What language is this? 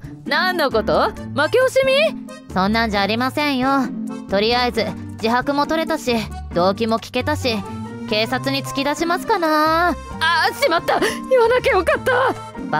Japanese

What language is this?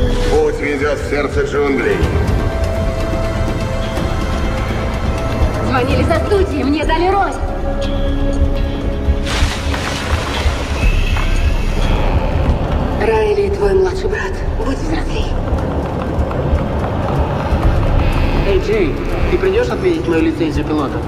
Russian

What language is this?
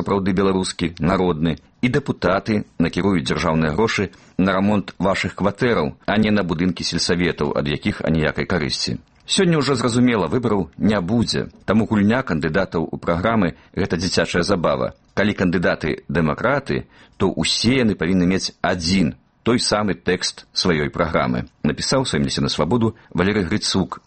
Belarusian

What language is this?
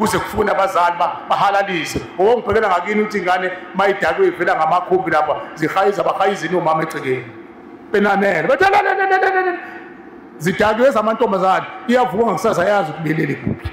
Zulu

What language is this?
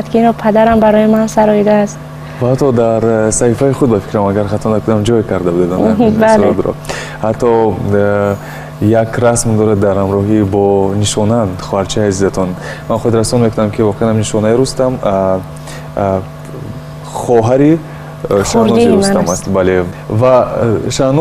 Tajik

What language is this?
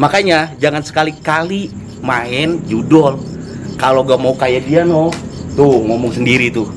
Betawi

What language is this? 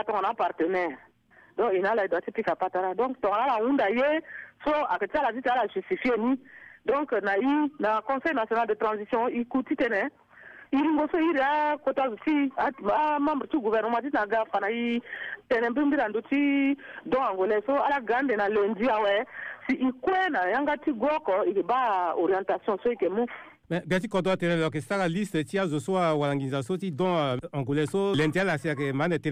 Sango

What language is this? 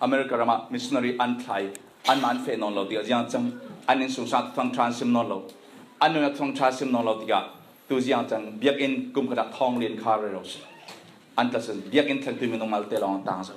Falam Chin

